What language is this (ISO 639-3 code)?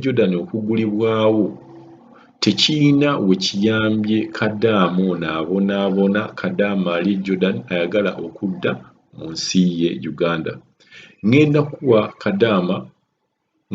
lug